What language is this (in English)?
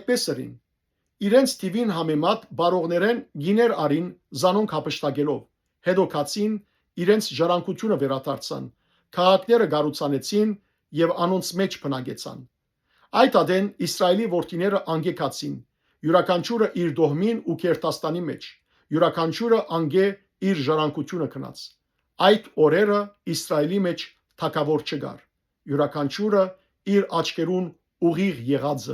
Western Armenian